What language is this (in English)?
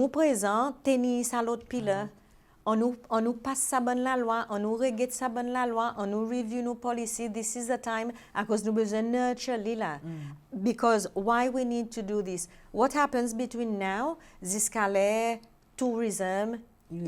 Seselwa Creole French